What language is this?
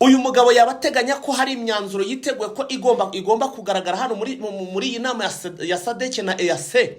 Kinyarwanda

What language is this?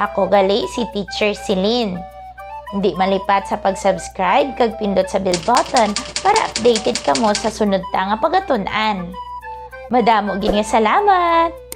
Hiligaynon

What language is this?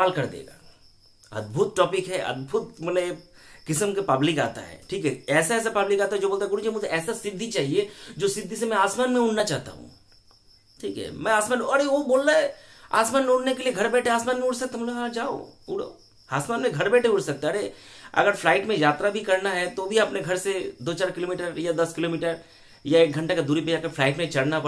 Hindi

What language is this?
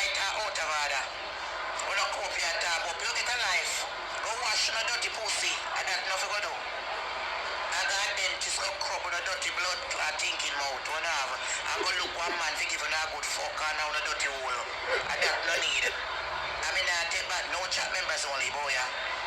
Jamaican Creole English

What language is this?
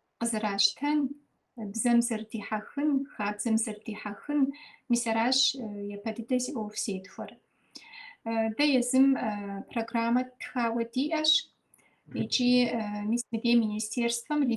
Kabardian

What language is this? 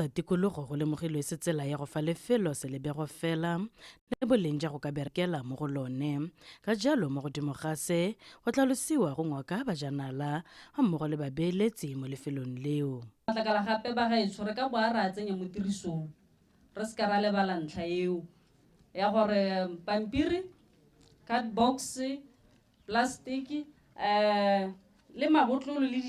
Tswana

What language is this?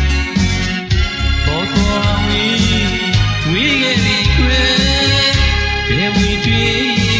Burmese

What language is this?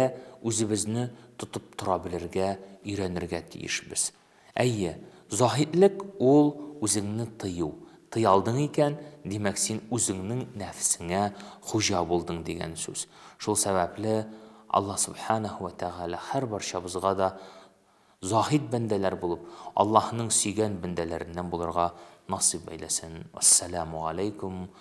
Tatar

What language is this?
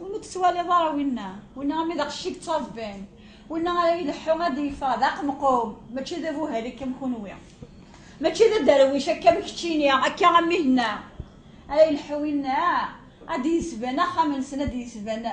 Kabyle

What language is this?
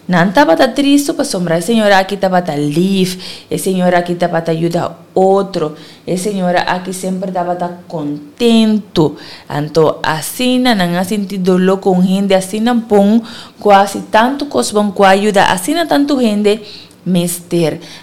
Papiamento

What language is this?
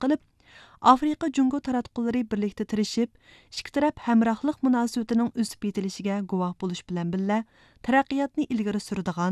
Uyghur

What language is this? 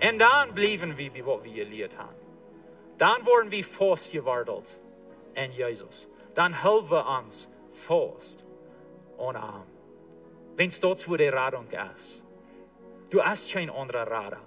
Plautdietsch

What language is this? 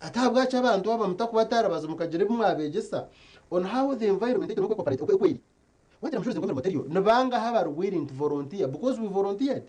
Nyankole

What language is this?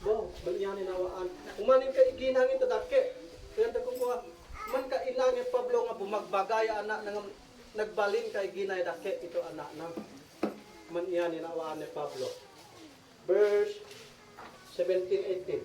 Isnag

